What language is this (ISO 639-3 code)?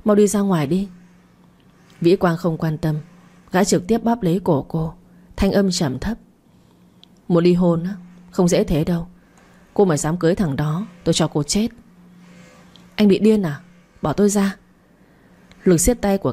vie